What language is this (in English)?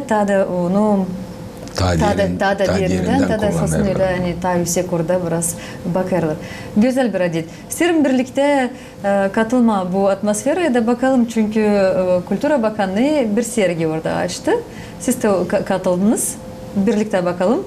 Gagauz